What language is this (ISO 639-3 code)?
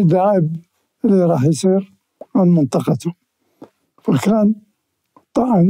acm